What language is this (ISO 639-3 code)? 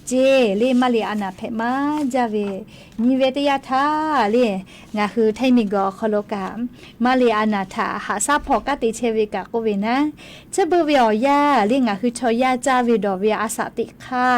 lhu